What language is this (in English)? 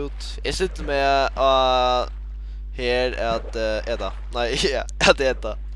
Faroese